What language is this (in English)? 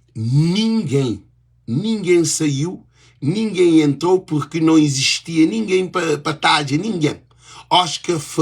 Kabuverdianu